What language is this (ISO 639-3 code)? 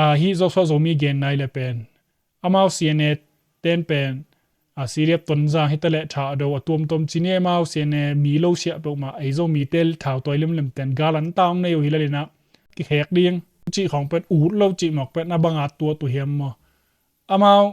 ctd